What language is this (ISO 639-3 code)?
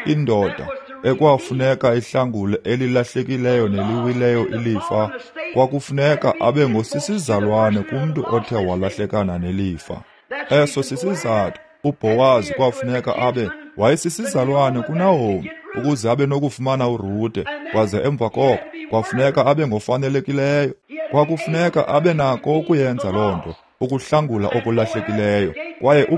xho